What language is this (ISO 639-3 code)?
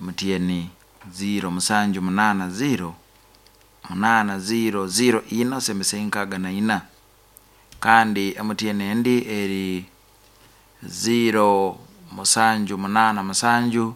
nyn